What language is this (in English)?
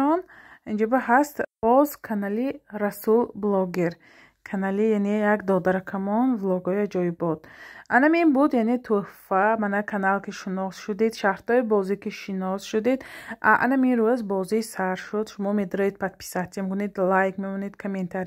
Tajik